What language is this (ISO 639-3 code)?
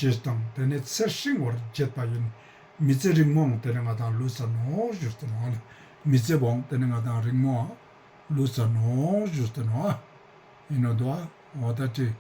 lbj